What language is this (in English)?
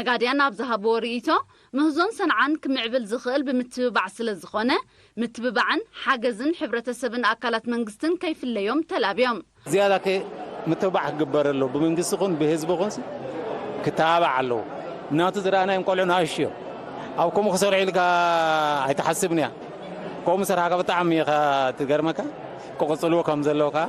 Tigrinya